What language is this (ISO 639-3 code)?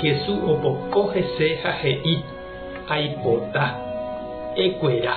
grn